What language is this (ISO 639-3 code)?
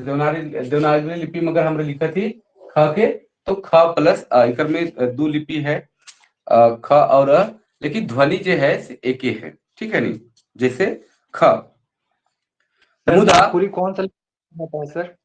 sck